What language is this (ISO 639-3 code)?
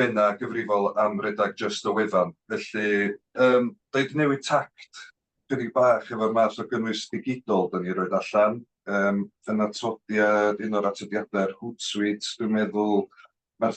cym